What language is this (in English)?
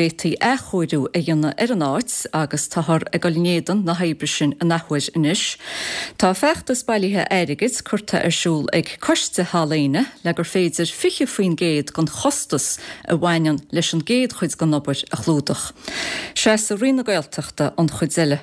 Irish